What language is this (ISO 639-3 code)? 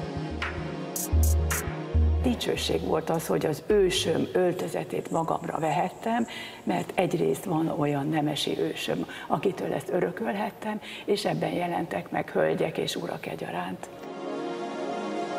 hun